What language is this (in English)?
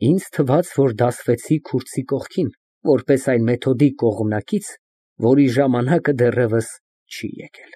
Armenian